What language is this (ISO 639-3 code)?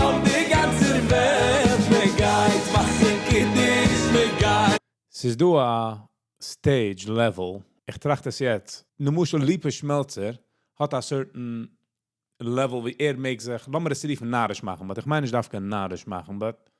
yid